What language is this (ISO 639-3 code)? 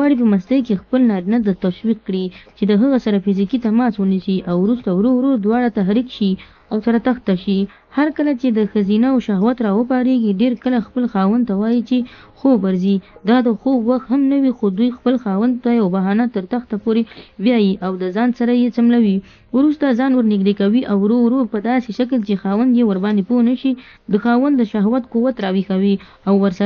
pus